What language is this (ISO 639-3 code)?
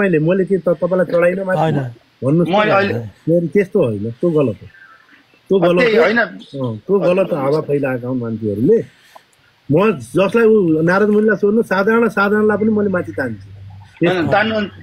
nep